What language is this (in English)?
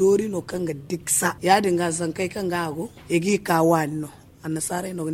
Zarma